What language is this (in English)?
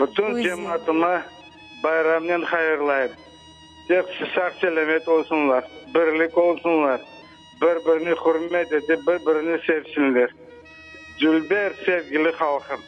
Crimean Tatar